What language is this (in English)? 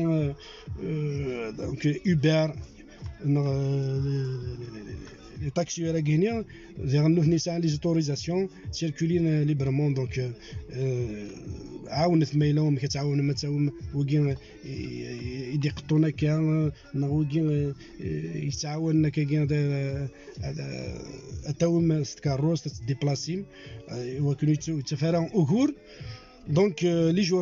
Kabyle